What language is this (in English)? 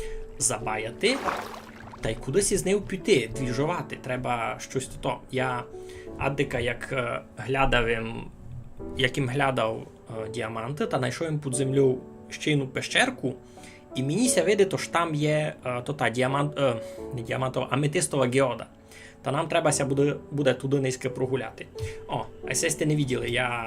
Rusyn